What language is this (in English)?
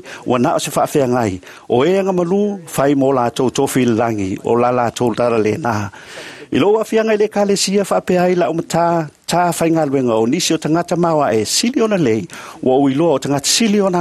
Samoan